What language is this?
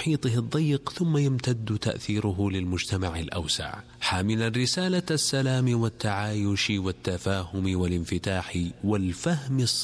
Arabic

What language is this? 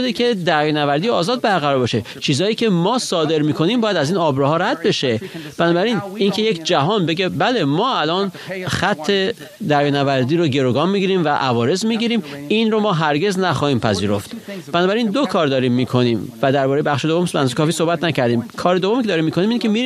Persian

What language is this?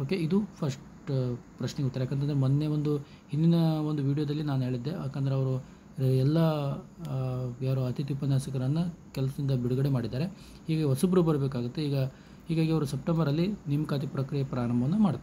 Kannada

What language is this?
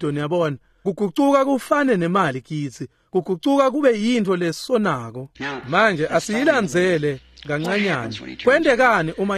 Swati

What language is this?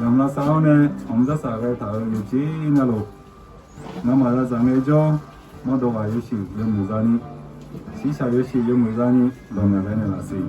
Akha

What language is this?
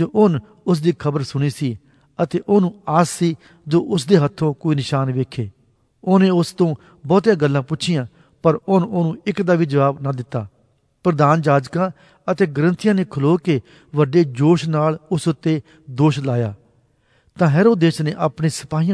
Punjabi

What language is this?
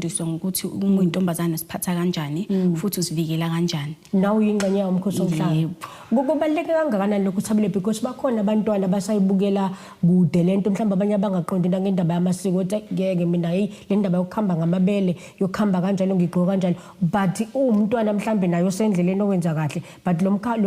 Zulu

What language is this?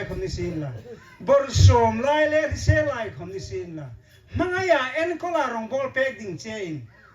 Hmar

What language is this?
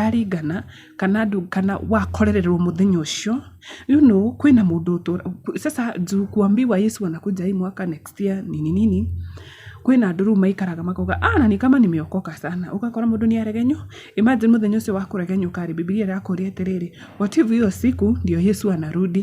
Kikuyu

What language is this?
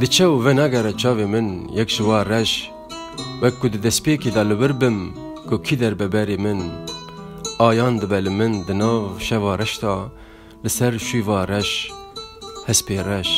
Kurdish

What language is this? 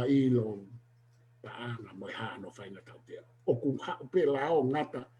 Tongan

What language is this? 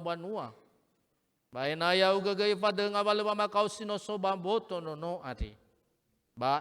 Nias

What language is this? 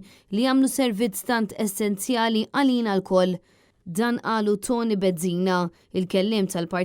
Maltese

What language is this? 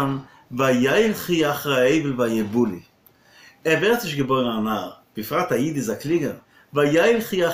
Yiddish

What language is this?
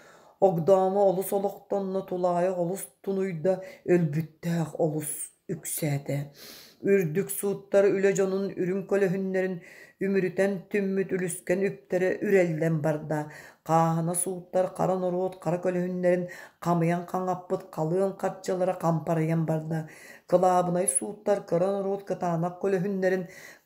Yakut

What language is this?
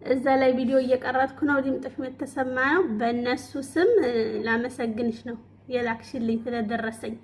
Amharic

